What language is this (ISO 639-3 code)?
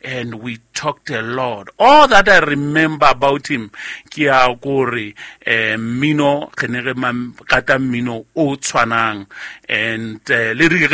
sot